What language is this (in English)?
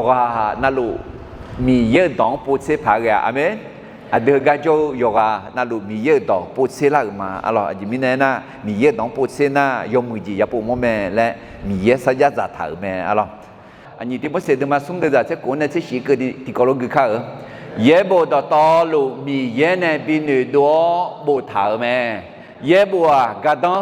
Akha